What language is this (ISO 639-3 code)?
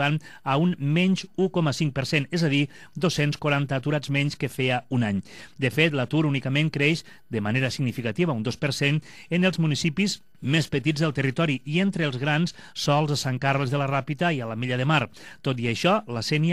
cat